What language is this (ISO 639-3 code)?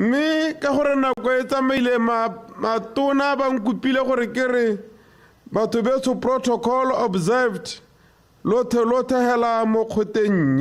tsn